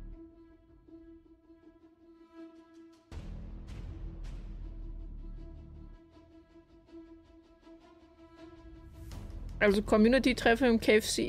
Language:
German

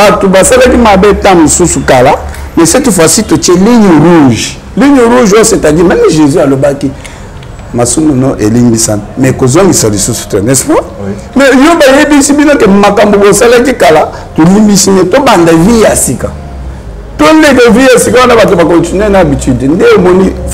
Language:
Lingala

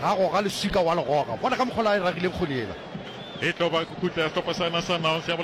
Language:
Northern Sotho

